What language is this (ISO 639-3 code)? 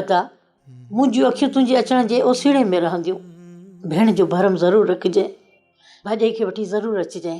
snd